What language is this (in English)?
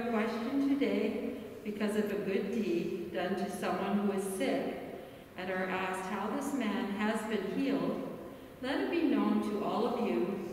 English